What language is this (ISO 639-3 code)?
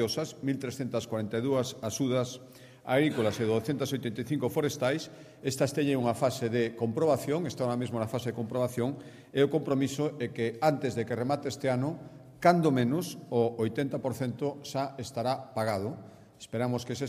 glg